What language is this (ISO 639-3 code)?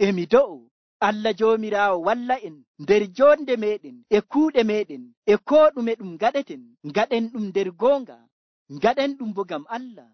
fuv